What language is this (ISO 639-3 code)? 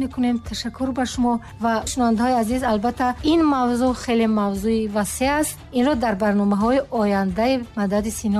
tgk